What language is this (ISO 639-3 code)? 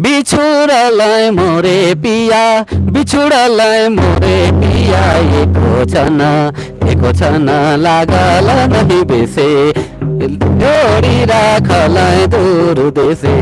sck